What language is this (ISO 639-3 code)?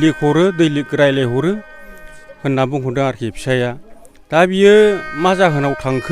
brx